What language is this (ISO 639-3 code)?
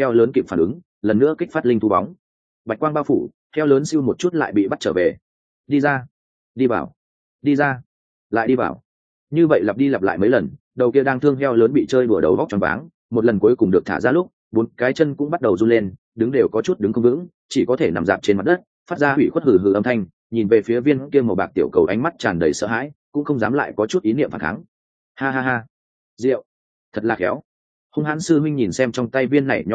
vie